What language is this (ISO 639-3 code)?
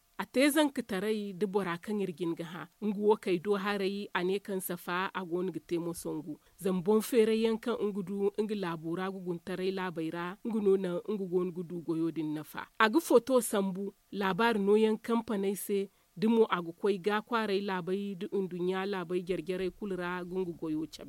dje